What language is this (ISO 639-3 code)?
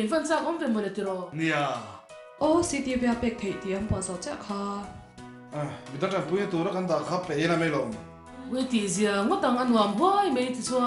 lus